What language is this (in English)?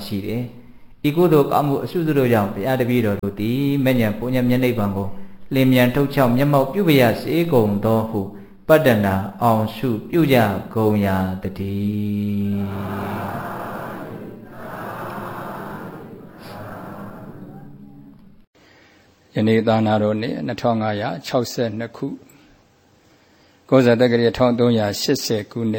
Burmese